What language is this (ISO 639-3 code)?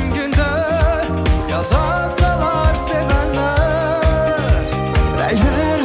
tur